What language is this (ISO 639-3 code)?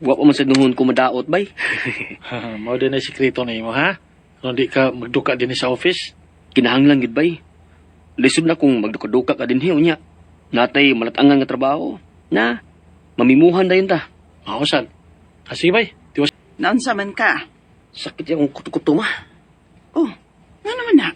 ceb